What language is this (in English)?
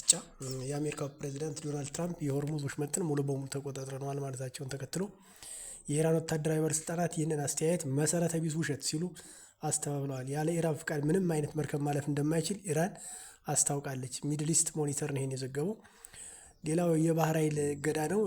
Amharic